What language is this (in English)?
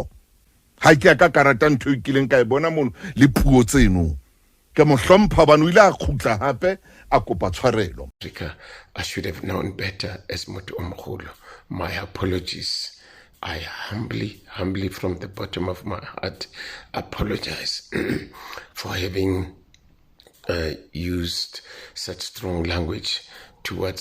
Southern Sotho